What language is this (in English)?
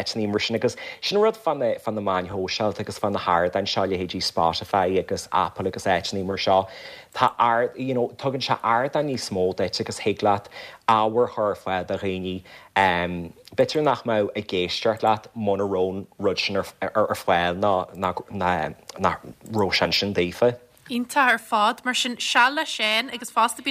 Irish